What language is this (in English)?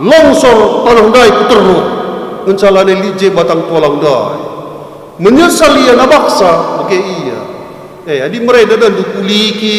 Batak Karo